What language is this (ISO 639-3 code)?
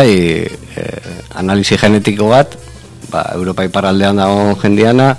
eus